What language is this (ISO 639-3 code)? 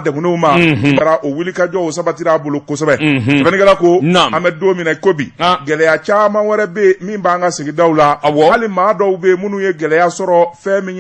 bam